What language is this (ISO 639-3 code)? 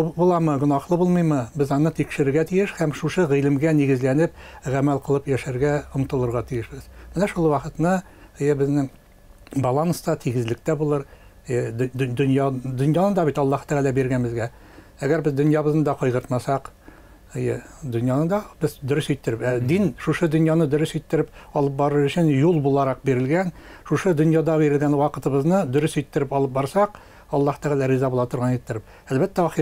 tat